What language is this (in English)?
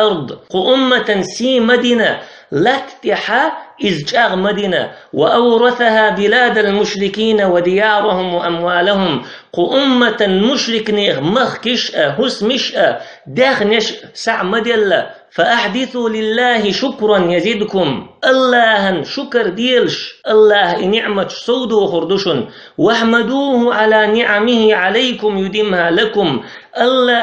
Chechen